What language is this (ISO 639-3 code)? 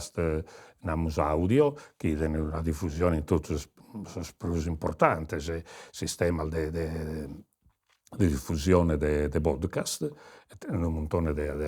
srd